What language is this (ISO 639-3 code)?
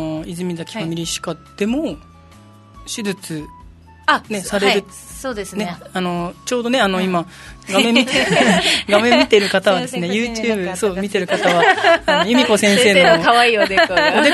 jpn